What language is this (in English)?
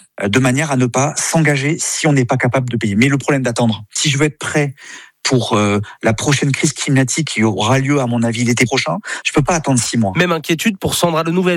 French